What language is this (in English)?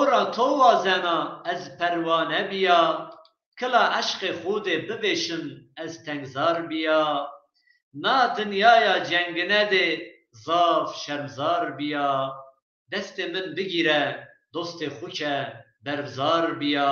Zaza